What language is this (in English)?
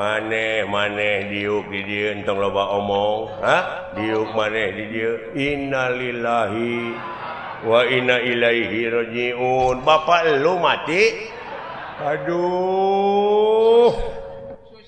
Sundanese